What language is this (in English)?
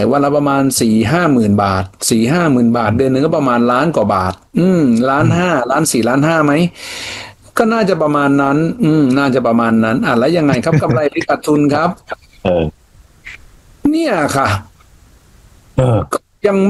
Thai